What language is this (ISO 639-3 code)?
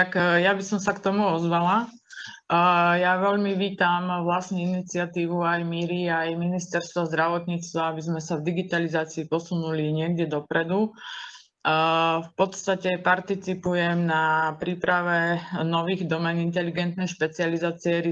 slk